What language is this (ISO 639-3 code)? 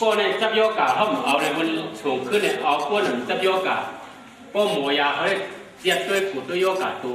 shn